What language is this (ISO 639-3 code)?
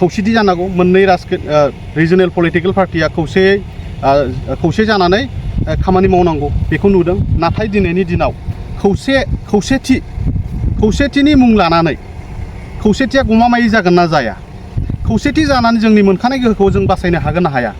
brx